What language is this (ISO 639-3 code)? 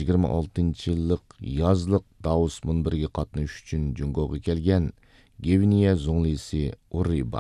uig